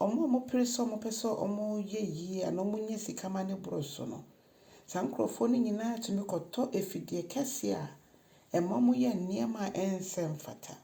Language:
Akan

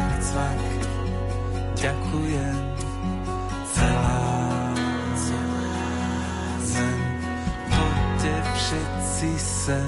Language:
Slovak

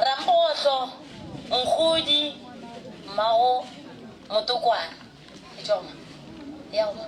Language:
Northern Sotho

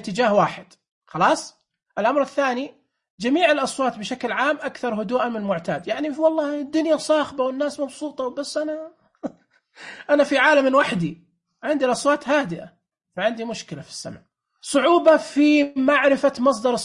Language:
Najdi Arabic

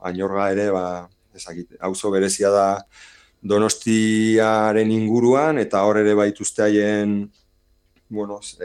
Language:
Basque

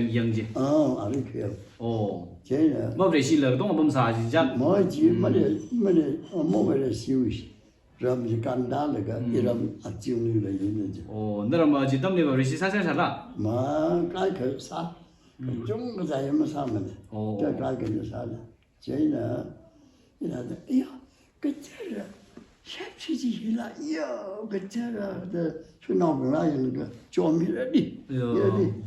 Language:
Tangkhul Naga (India)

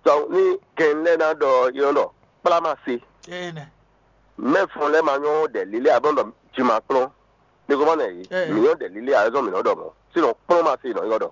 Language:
Fon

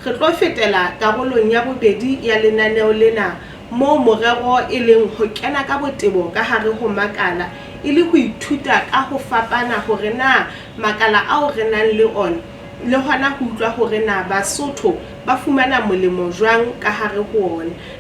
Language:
Southern Sotho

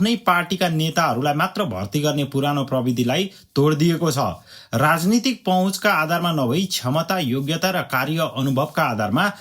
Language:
Nepali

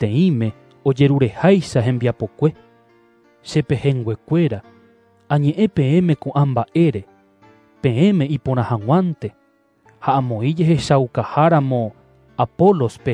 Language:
Guarani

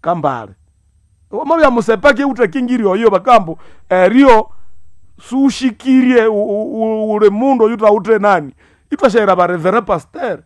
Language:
Nande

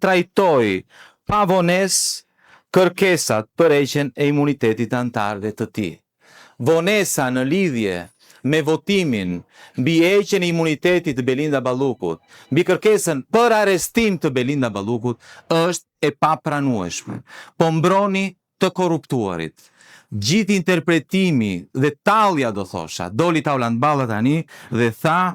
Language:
Albanian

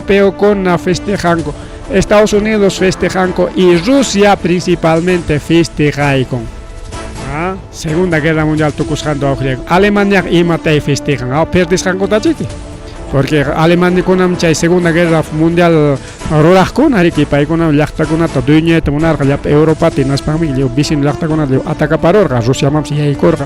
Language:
Ayacucho Quechua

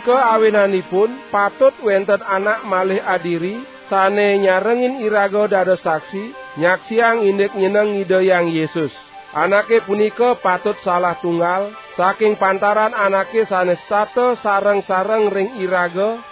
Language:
Balinese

